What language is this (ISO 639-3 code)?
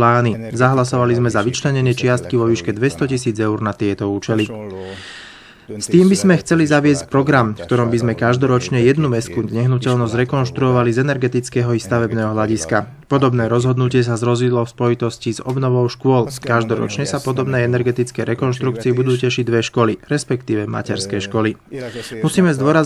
slk